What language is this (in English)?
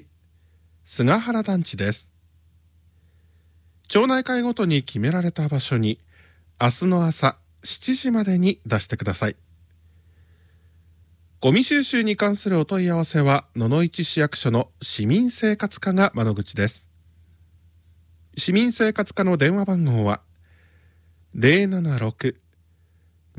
Japanese